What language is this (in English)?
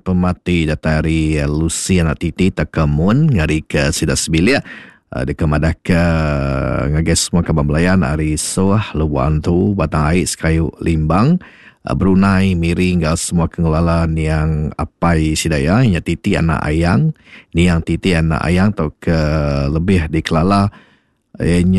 Iban